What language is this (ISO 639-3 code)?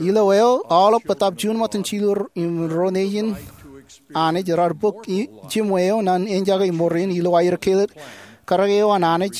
mah